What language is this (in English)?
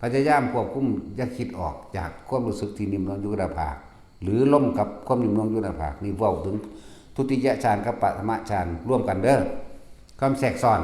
Northeastern Thai